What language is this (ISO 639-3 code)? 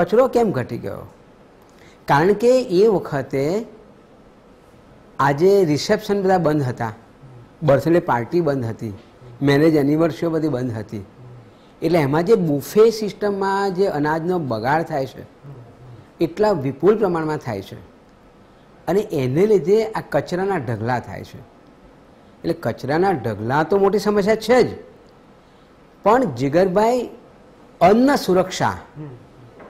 guj